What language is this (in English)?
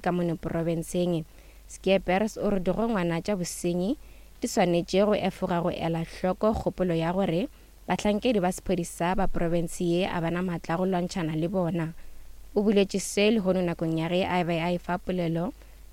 Northern Sotho